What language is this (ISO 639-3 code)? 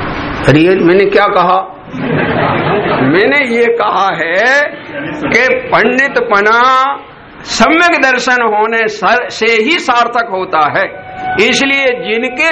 hin